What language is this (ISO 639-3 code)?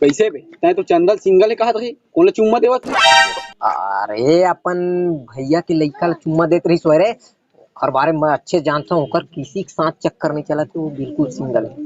hne